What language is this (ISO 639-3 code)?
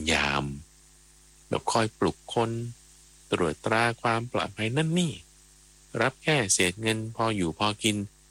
tha